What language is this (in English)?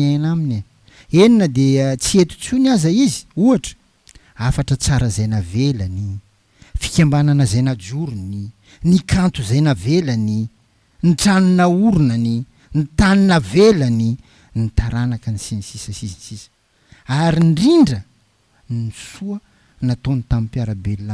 Malagasy